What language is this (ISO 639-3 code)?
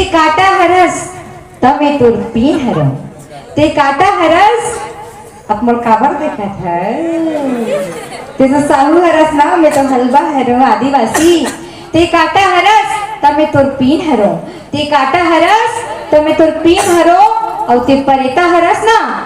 hne